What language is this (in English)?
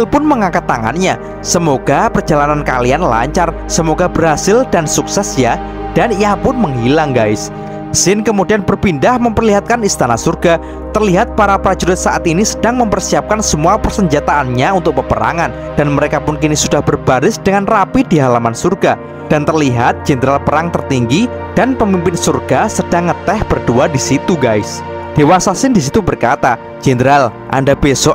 Indonesian